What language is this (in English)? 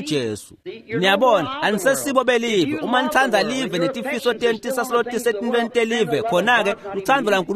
Swati